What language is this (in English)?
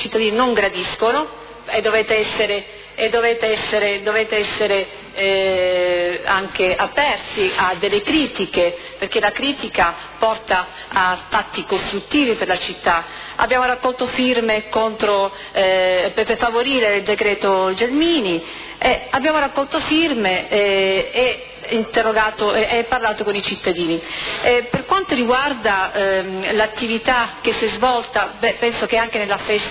Italian